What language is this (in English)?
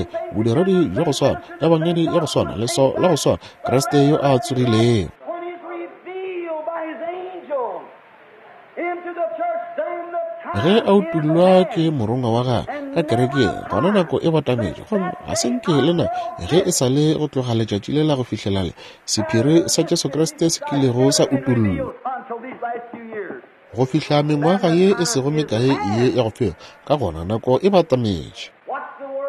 Northern Sotho